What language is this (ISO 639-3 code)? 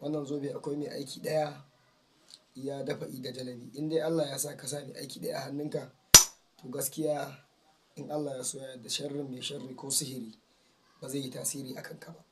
hau